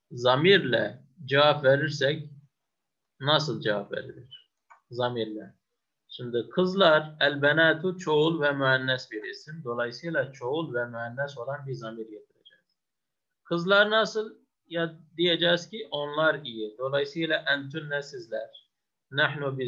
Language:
Turkish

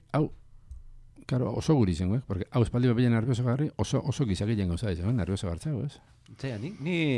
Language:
Basque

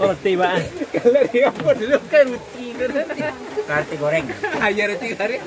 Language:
Minangkabau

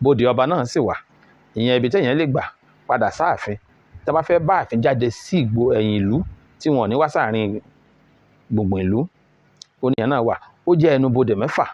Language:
Yoruba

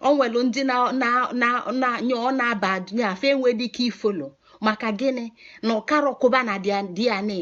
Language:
Igbo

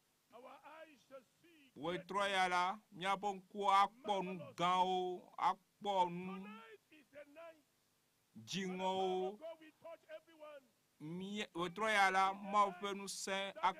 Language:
Ewe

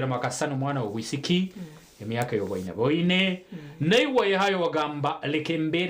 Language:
Nyankole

